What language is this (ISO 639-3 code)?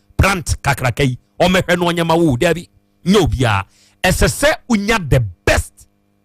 aka